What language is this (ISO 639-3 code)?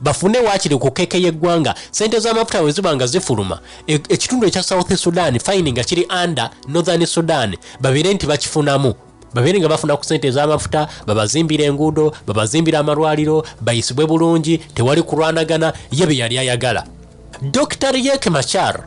lug